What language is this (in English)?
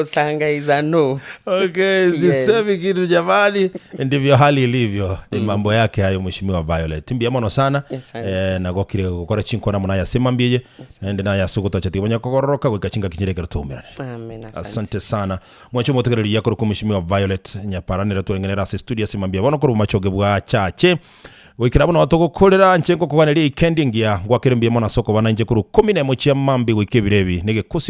Gusii